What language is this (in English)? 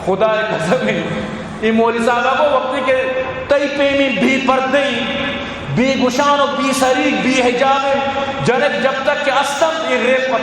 Eastern Balochi